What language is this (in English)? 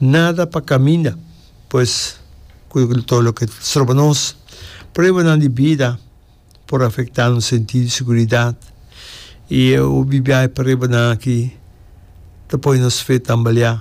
Papiamento